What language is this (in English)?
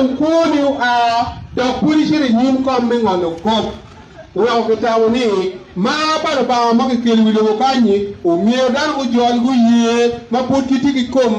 Acoli